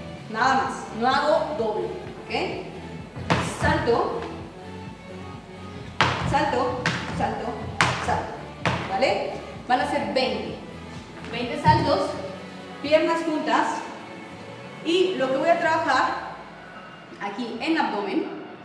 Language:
Spanish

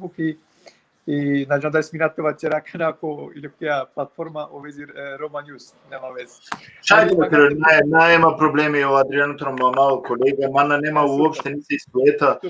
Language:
Balkan Romani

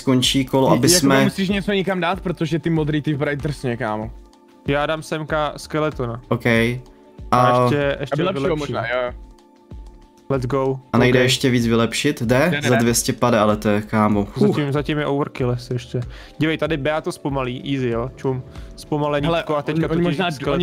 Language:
Czech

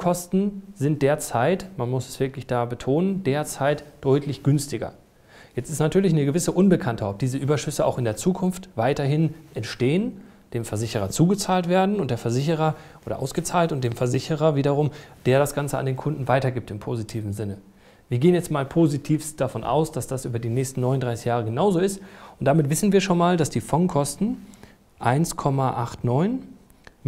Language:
German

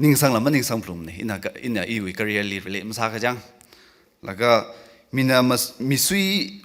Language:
Tangkhul Naga (India)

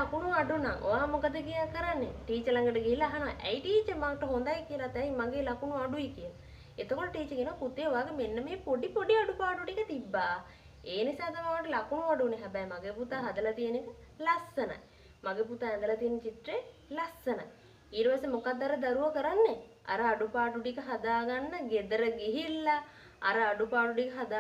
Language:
Sinhala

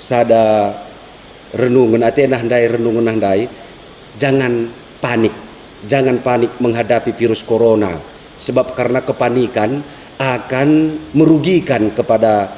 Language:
Batak Karo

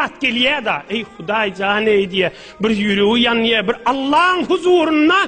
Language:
Turkmen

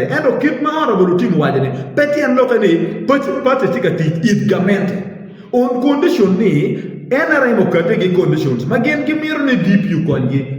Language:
Acoli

